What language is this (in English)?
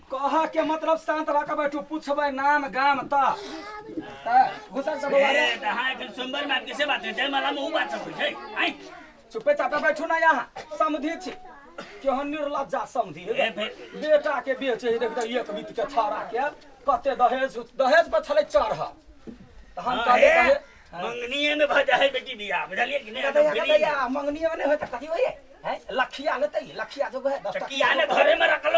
Maithili